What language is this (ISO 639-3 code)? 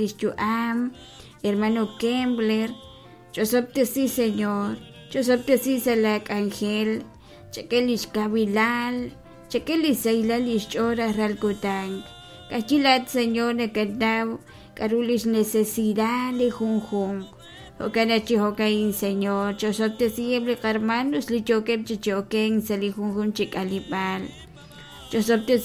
kek